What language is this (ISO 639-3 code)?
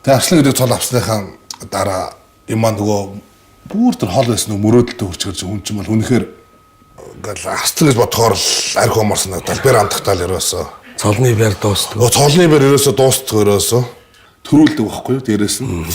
mon